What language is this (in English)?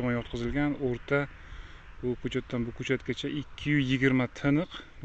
Uzbek